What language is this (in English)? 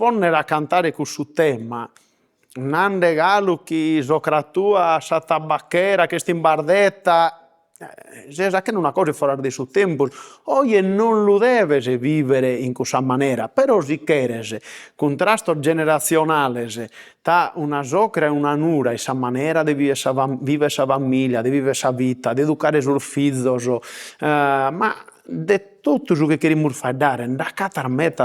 Sardinian